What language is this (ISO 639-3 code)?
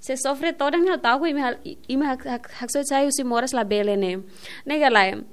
tet